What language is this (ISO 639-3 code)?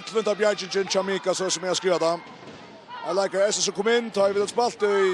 fao